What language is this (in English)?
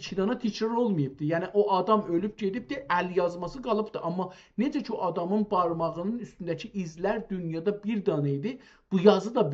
South Azerbaijani